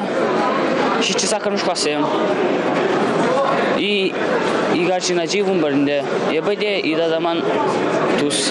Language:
Chuvash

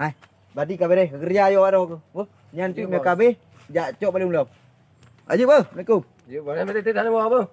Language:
Achinese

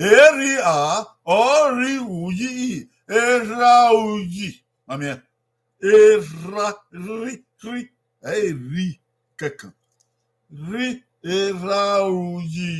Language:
Bini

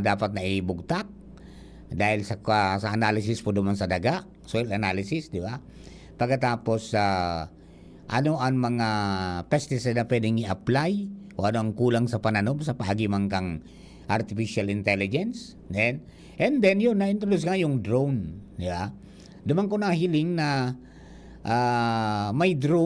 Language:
Bikol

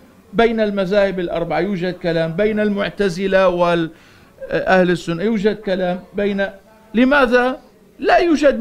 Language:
Arabic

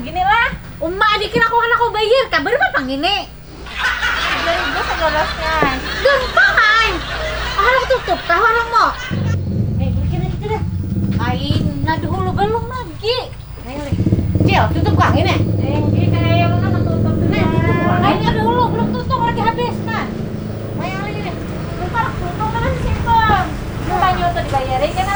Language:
Banjar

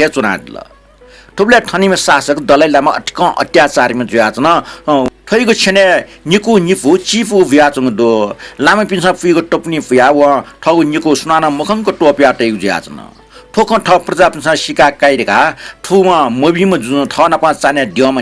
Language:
Newari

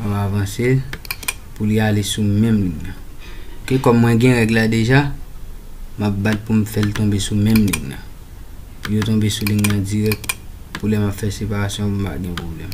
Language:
Haitian Creole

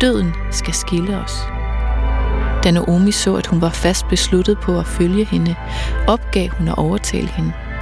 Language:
Danish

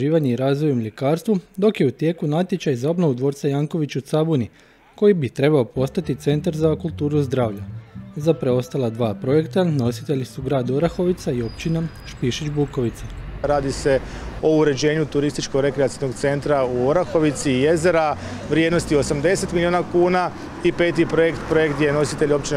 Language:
Croatian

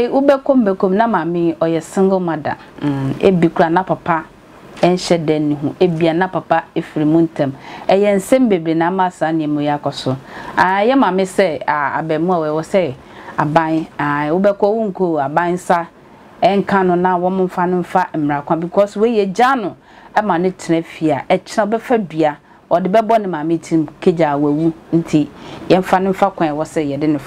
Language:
Akan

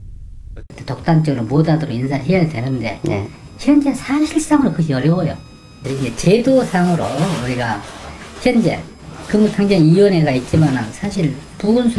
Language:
Korean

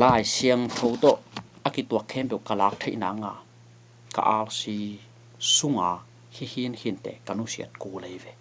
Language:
Tedim Chin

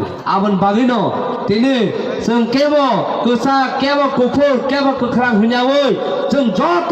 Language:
Kok Borok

